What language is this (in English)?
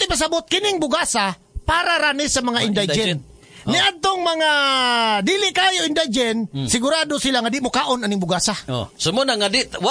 Cebuano